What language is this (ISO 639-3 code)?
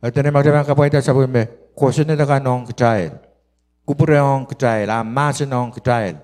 pon